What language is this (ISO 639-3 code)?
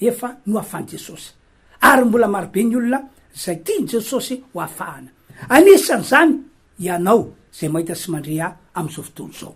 mlg